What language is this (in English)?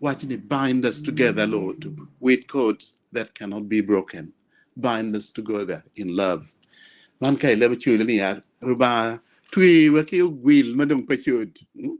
Acoli